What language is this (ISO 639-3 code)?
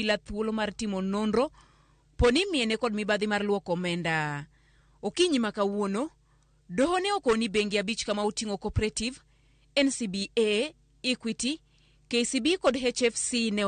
luo